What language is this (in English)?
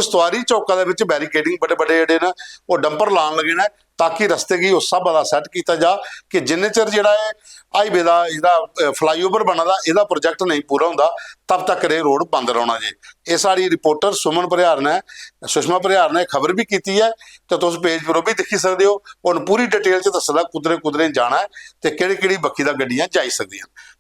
Dogri